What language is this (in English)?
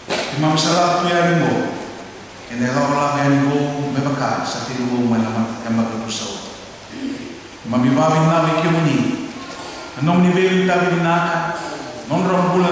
Fijian